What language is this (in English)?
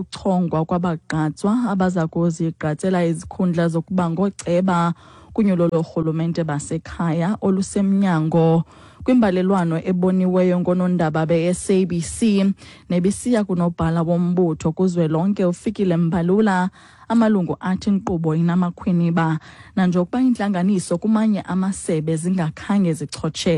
Xhosa